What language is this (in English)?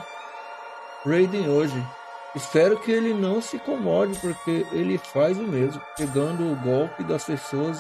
Portuguese